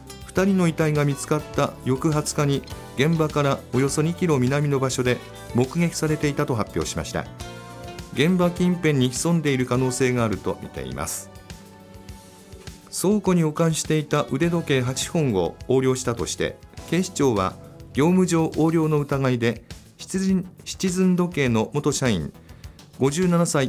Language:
Japanese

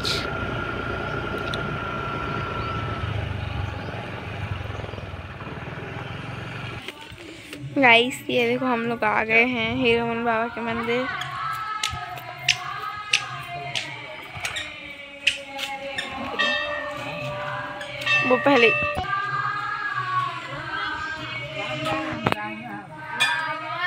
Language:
Hindi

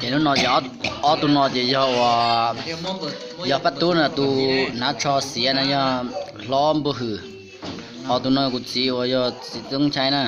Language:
Hmong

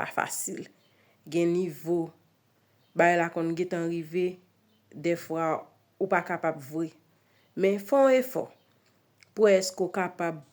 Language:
Haitian Creole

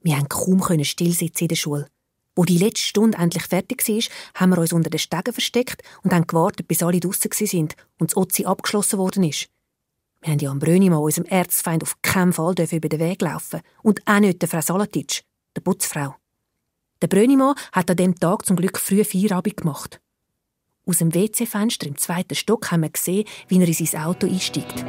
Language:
Swiss German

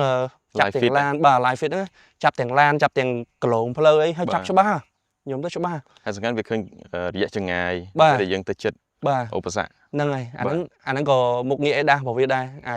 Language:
Khmer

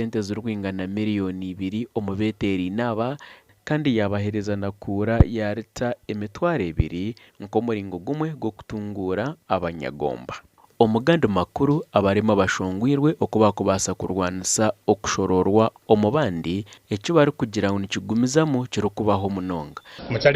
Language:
Nyankole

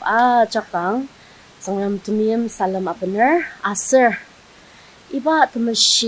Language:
Ao Naga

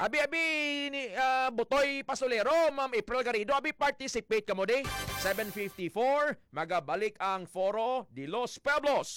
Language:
Hiligaynon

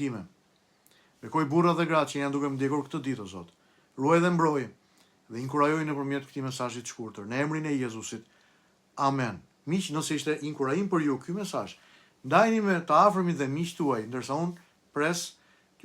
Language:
Albanian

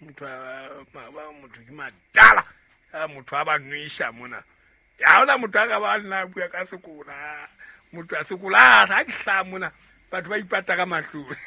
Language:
Southern Sotho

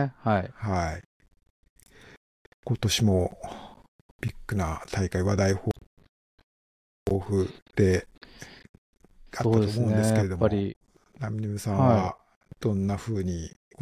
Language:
Japanese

